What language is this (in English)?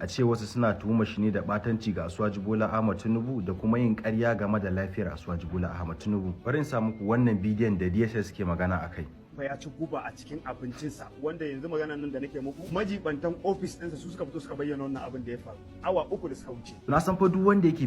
Hausa